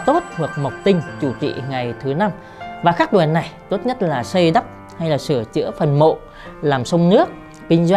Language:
Vietnamese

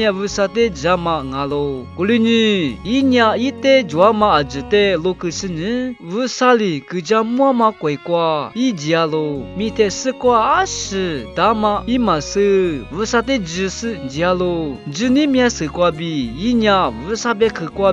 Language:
Lisu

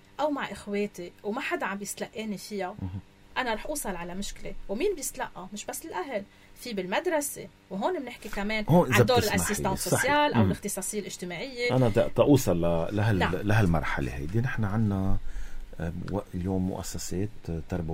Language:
North Levantine Arabic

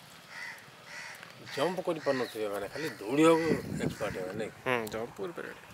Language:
Hindi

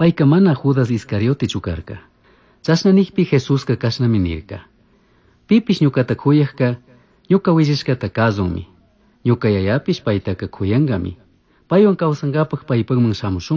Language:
Chimborazo Highland Quichua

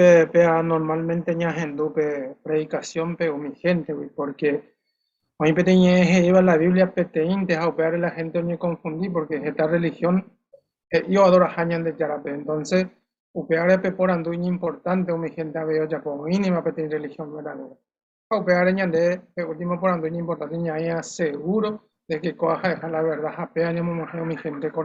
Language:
Guarani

